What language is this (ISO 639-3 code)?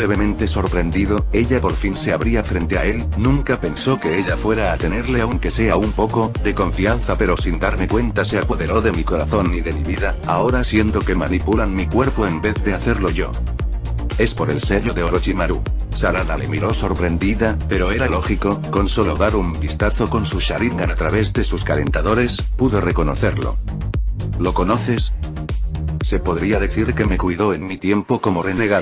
spa